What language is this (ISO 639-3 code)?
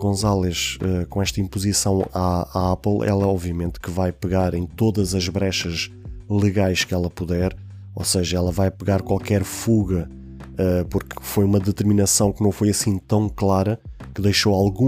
por